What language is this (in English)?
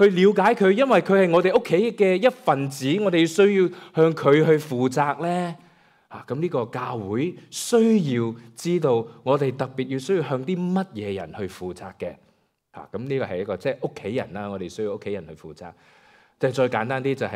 Cantonese